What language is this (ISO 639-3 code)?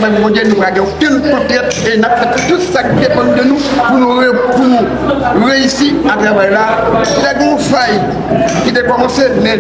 hat